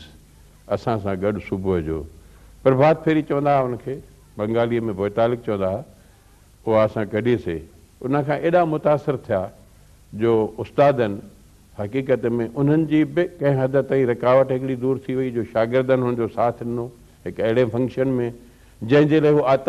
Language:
Sindhi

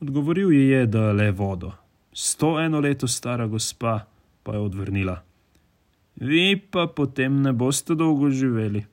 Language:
Slovenian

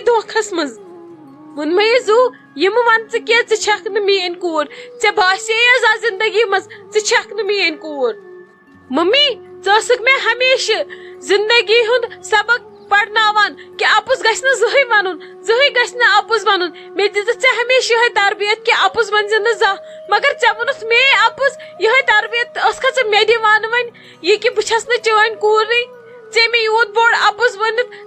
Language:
Kashmiri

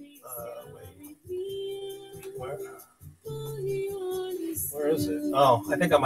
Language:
English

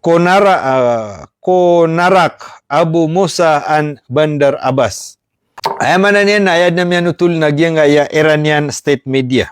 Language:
Maranao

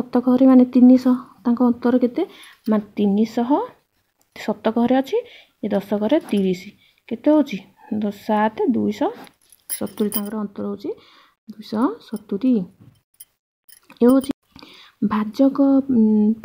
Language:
Odia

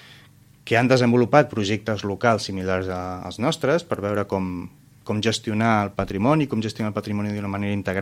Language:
Catalan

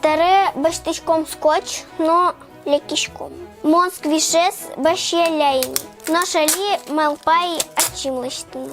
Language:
Udmurt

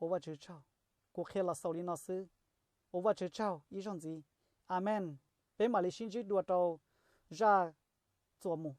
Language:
Hmong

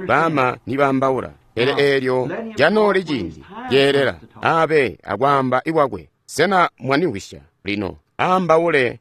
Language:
Tonga (Zambia)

